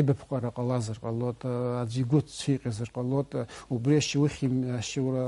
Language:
Abkhazian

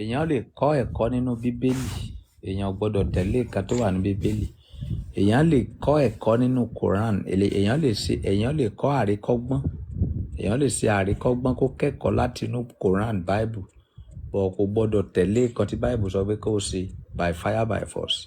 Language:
Yoruba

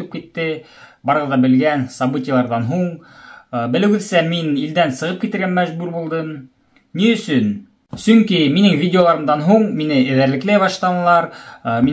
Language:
Bashkir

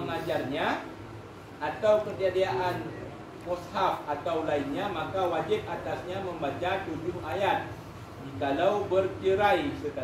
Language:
Achinese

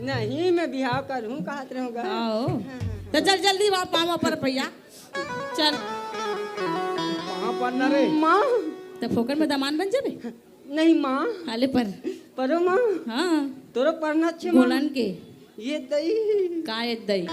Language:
Chhattisgarhi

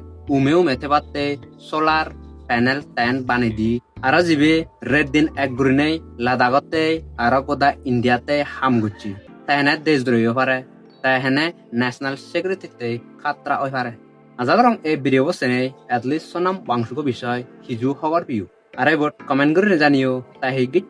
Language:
Chakma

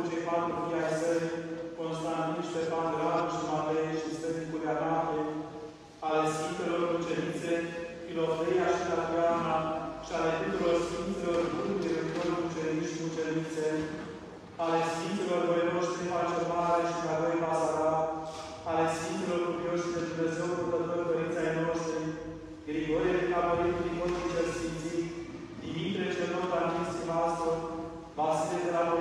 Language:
Romanian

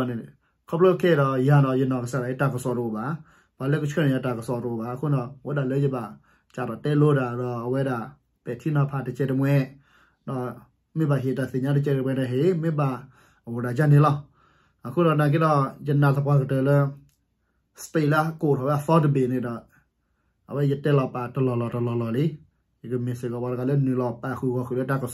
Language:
S'gaw Karen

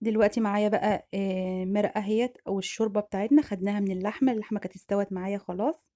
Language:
Egyptian Arabic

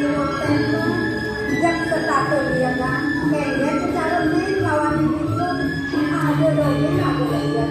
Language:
Balinese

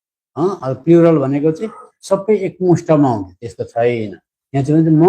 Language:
Nepali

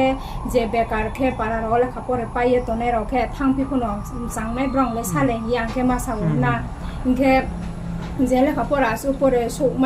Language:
Riang (India)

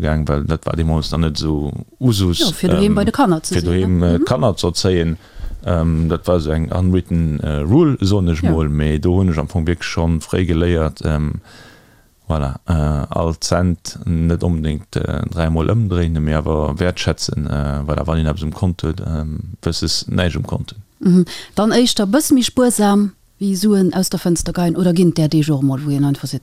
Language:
Luxembourgish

